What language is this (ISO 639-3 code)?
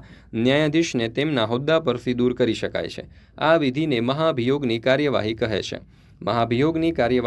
guj